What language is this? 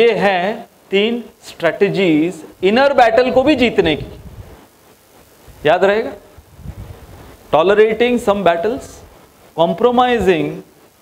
Hindi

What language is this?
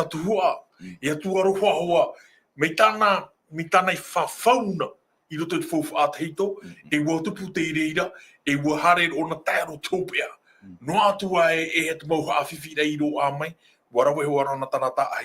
Tahitian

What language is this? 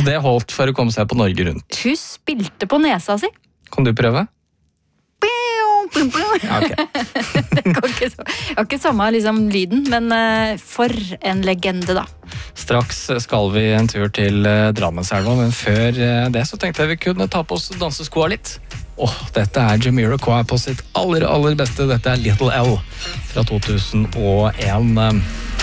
Norwegian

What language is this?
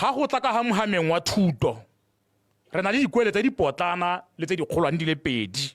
Tswana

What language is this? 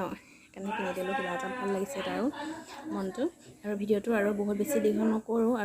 Assamese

